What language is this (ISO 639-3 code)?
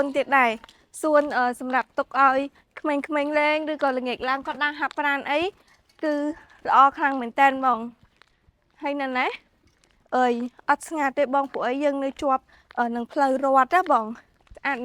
khm